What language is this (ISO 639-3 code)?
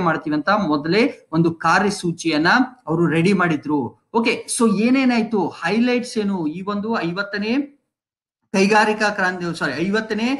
kan